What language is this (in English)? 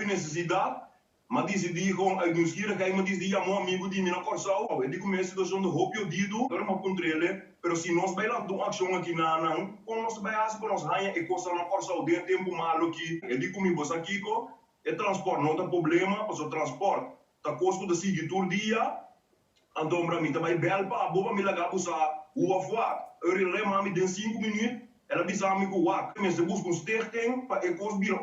Papiamento